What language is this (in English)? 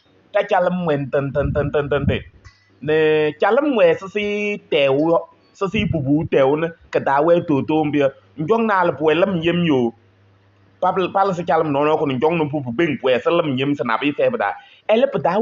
Kabiyè